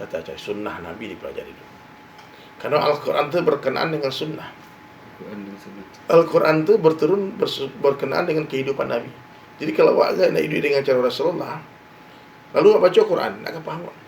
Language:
Minangkabau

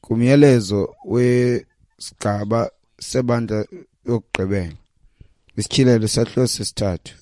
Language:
Xhosa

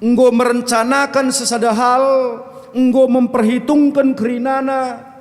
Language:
Batak Karo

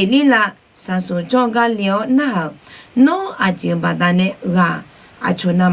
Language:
Akha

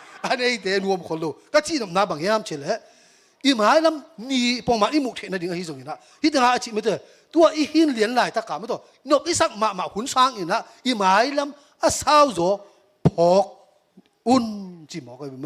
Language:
Tedim Chin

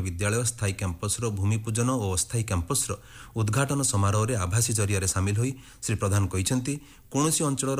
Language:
Odia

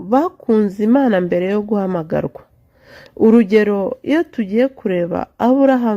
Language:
Kinyarwanda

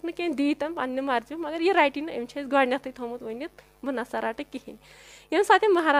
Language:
Kashmiri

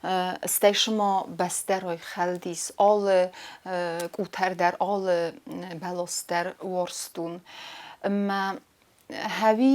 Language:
Ossetic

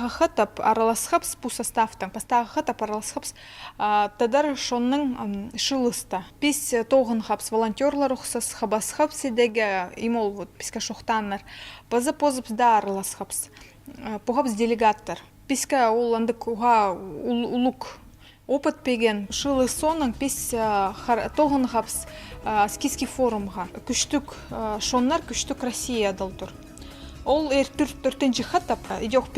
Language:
Khakas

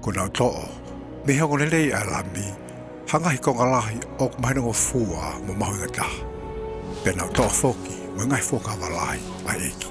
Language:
Tongan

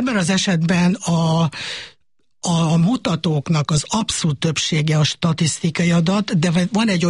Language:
Hungarian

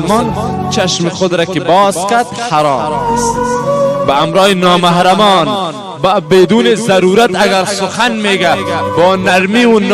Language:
Persian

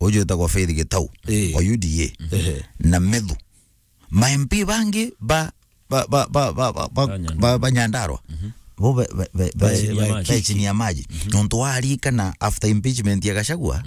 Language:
Meru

